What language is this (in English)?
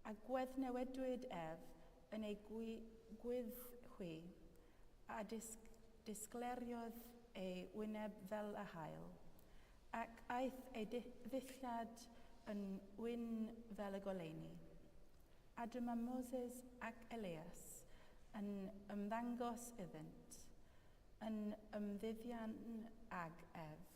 Welsh